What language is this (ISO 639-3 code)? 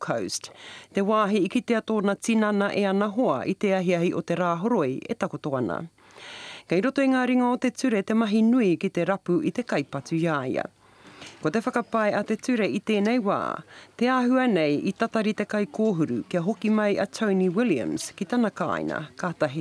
mri